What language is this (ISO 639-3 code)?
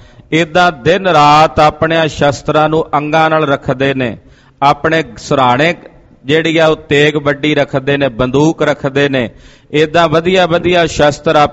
pan